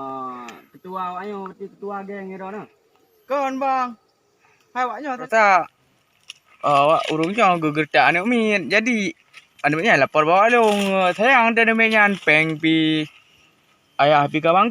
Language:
Achinese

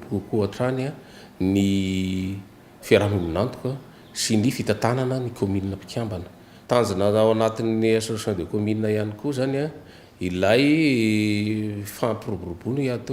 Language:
Malagasy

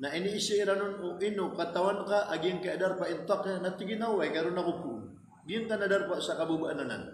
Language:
Maranao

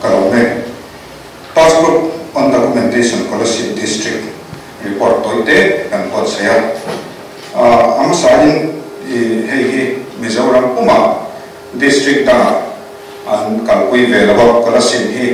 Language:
Mizo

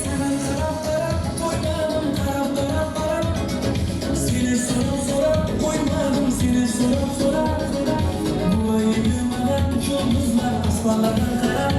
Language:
Kara-Kalpak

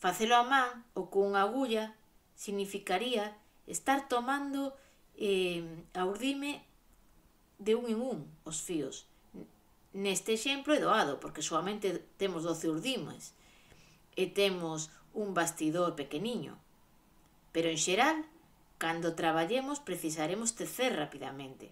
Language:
Galician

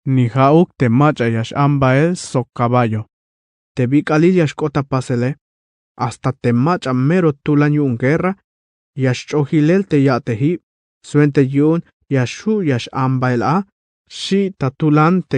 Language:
Tzeltal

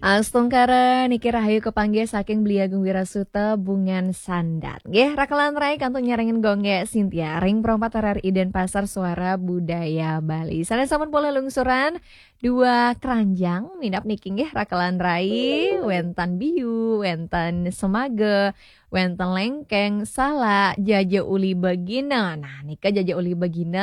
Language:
Balinese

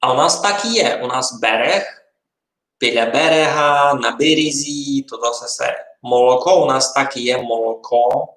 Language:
Rusyn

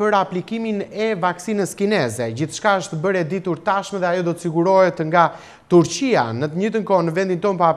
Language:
Albanian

